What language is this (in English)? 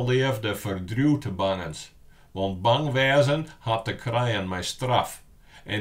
Western Frisian